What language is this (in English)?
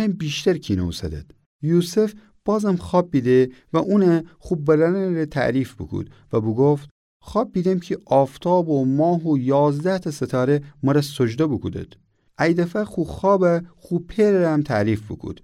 Gilaki